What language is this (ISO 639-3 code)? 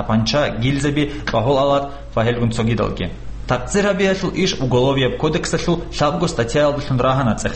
ava